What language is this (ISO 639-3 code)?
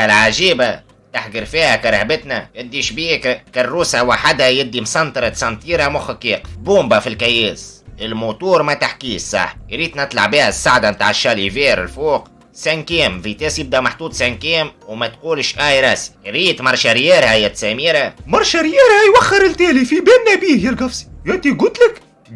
aeb